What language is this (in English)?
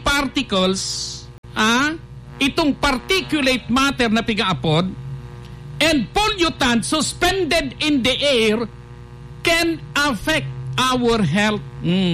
Bikol